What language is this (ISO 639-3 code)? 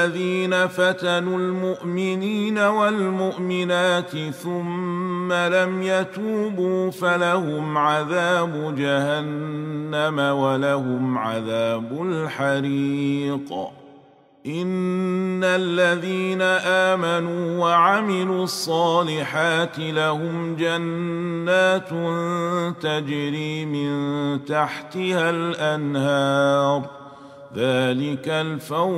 ara